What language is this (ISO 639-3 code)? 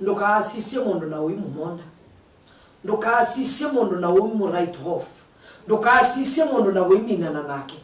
kam